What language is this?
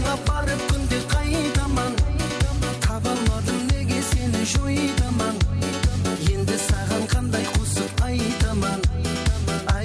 Kara-Kalpak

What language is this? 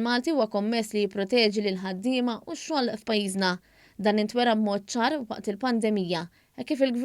Maltese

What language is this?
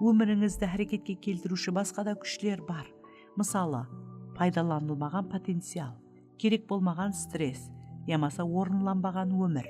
Kara-Kalpak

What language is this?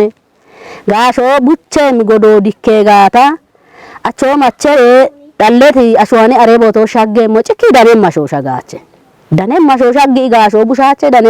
Kafa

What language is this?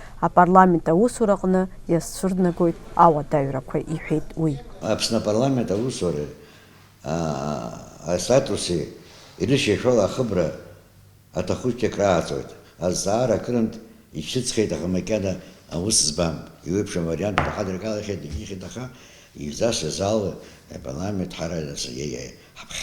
Abkhazian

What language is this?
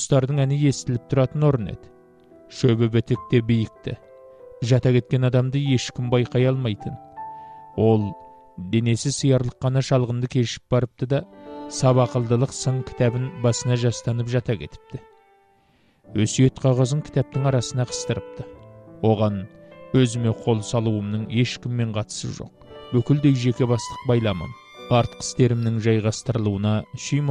Kazakh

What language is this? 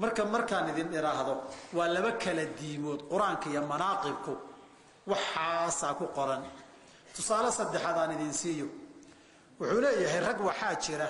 Somali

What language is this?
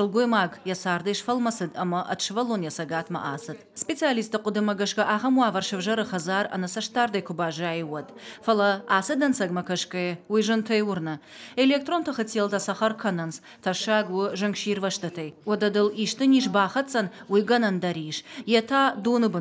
Ossetic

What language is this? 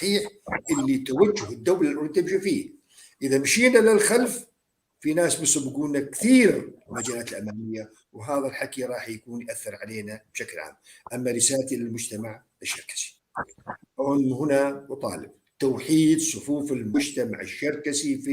North Levantine Arabic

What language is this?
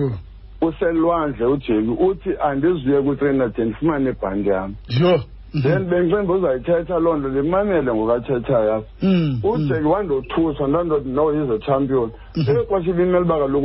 Xhosa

